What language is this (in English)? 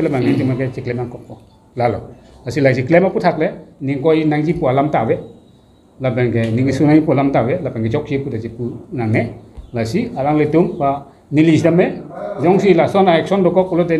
Karbi